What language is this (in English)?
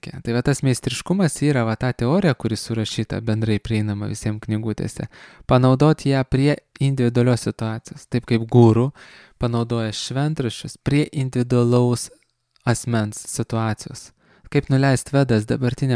Lithuanian